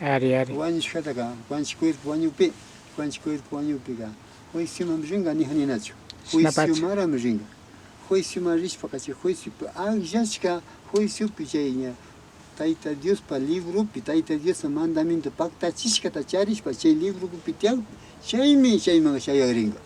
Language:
Imbabura Highland Quichua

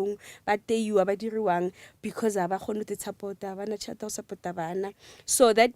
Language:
Northern Sotho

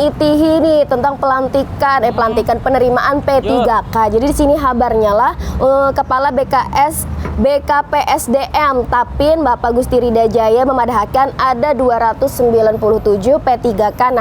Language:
Banjar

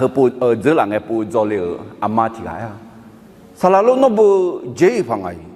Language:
Akha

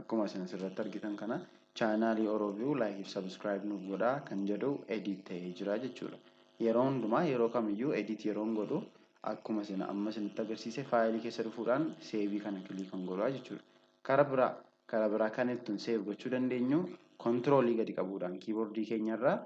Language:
Oromo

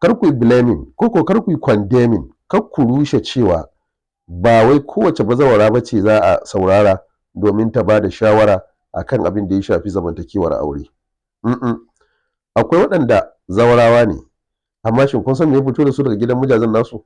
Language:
Hausa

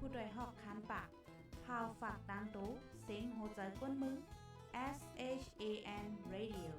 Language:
Shan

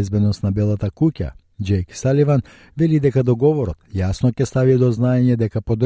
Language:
Macedonian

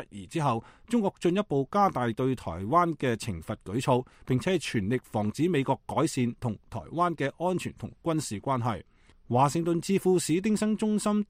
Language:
Cantonese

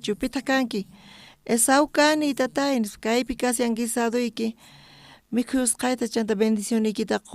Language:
South Bolivian Quechua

